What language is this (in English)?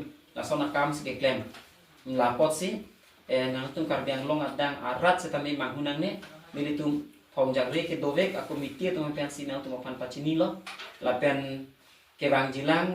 Karbi